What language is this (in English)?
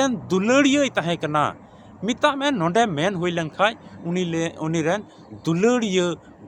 Santali